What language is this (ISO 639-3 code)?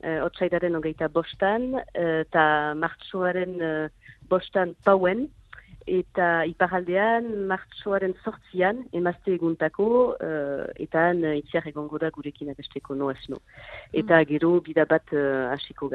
eus